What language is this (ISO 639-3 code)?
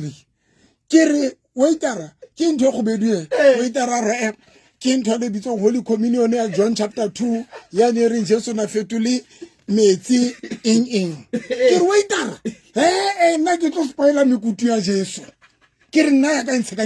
sot